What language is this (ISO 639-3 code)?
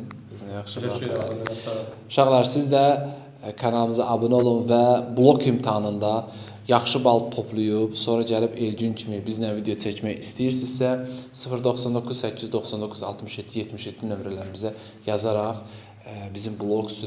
aze